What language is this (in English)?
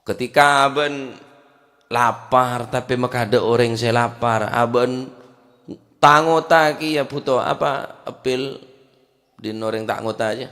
Madurese